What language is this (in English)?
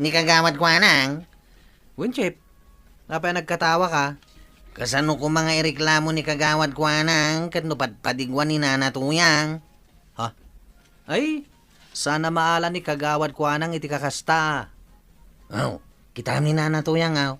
Iloko